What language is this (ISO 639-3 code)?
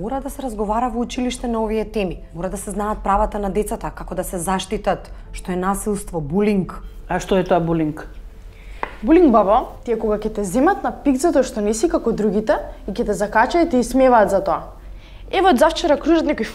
mkd